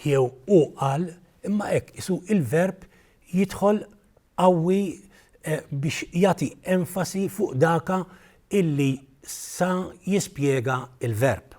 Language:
Maltese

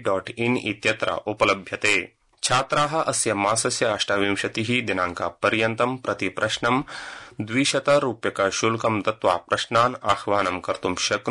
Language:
Sanskrit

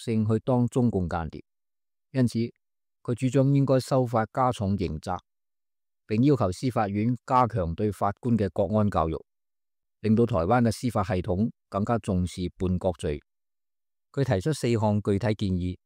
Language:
Cantonese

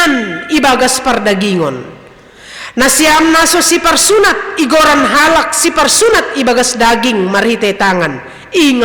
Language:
Batak Simalungun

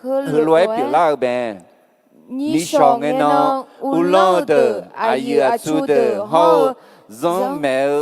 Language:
Akha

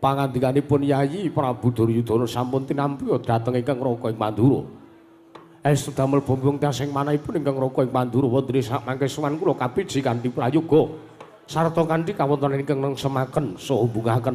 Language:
Javanese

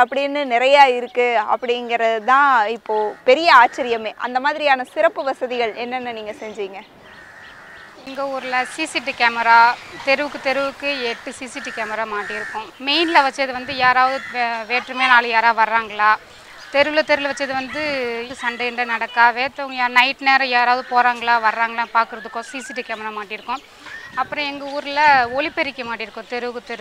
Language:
Tamil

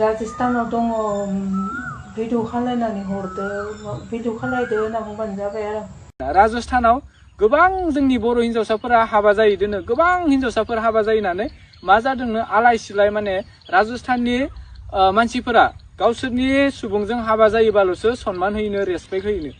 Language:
Bodo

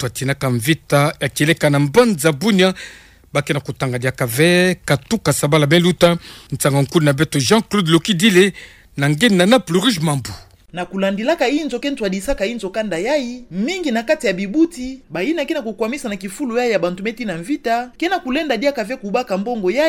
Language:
Kituba (Democratic Republic of Congo)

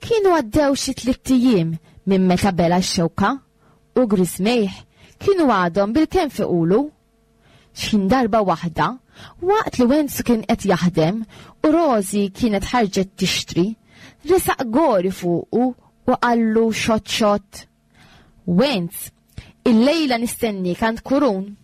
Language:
Maltese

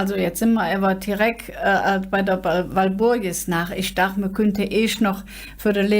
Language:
Colognian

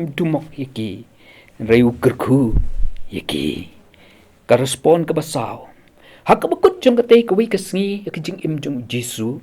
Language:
Khasi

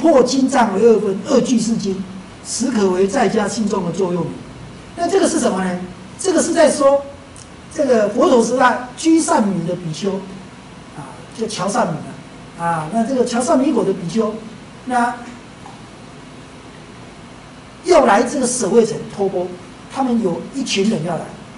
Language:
Chinese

